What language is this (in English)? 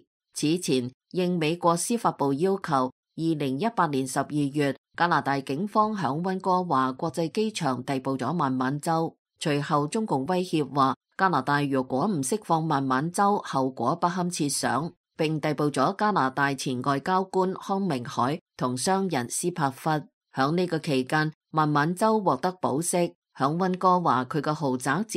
Cantonese